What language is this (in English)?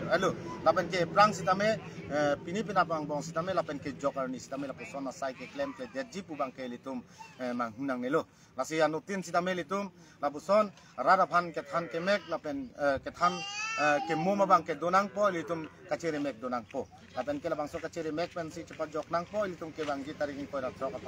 Karbi